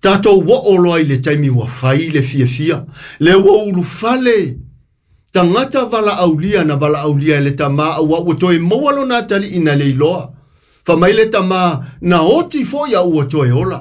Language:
Samoan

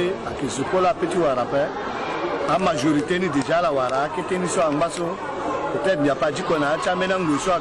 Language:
Sango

